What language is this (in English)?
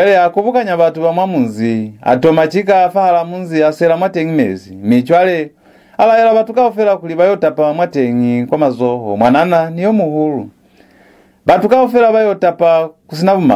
Lozi